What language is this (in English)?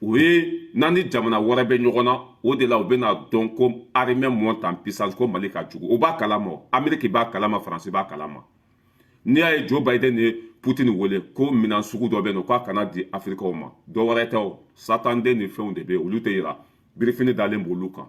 Bambara